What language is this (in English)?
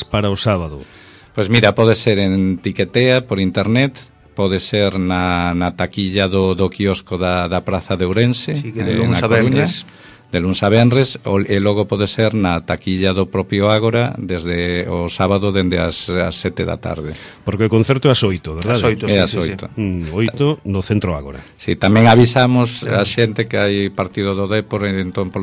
Galician